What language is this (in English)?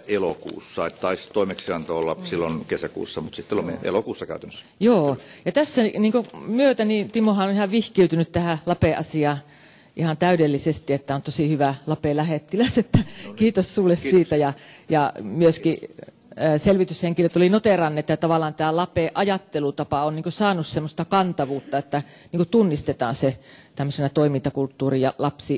Finnish